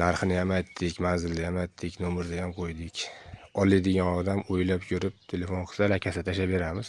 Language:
Uzbek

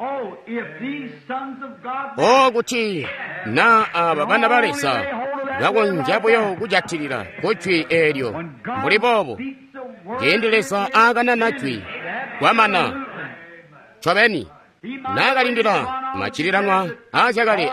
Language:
Tonga (Zambia)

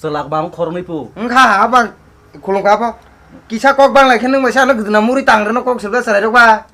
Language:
Kok Borok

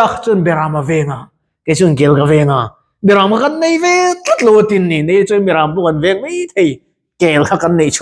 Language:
Mizo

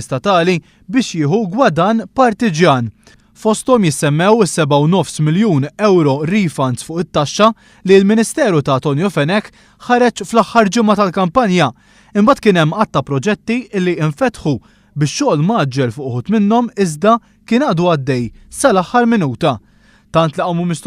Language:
Maltese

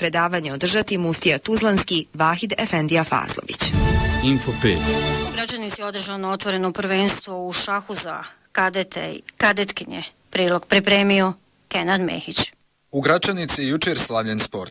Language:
Bosnian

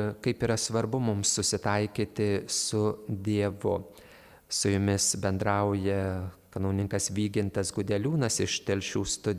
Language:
Lithuanian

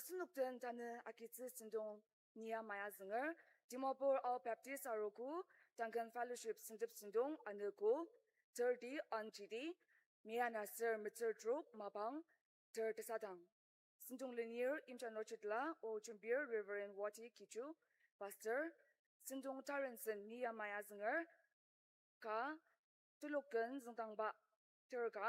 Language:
Ao Naga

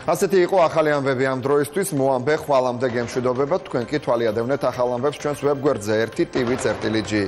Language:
Georgian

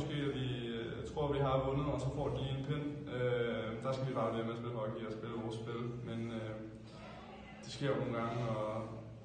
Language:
Danish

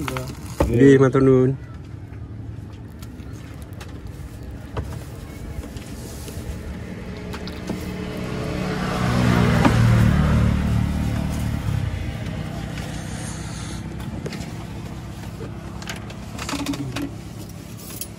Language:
Javanese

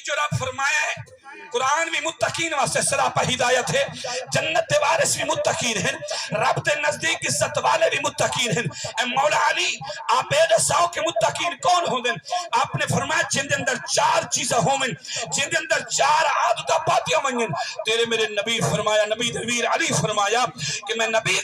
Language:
Saraiki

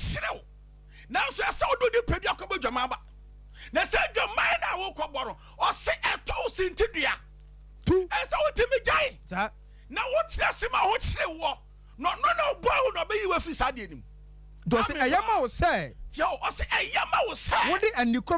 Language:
Akan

